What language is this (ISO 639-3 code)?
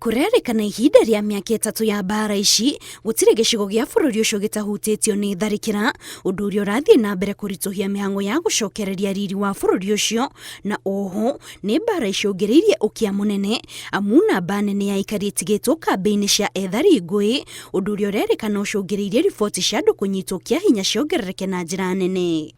kik